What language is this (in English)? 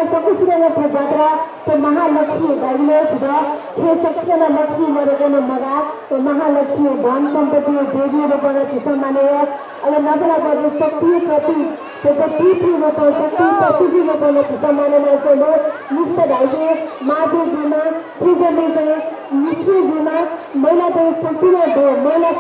Newari